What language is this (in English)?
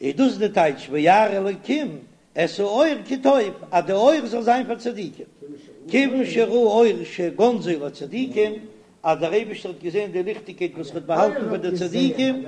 Yiddish